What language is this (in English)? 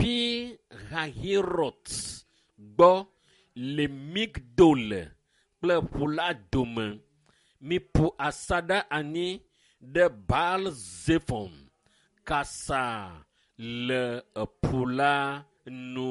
Ewe